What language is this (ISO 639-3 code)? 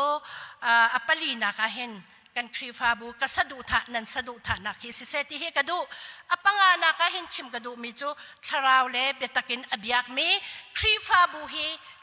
cnh